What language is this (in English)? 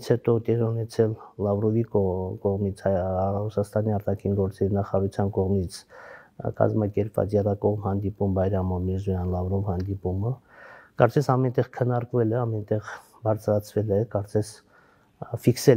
Armenian